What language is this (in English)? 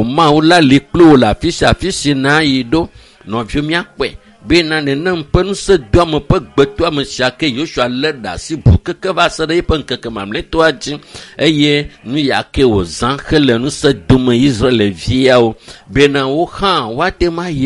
Ewe